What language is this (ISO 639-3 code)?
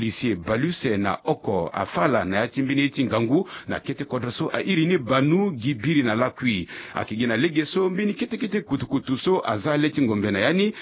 sag